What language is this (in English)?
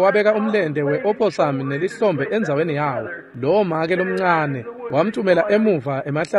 Swati